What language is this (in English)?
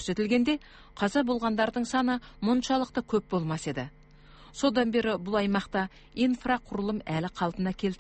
Kazakh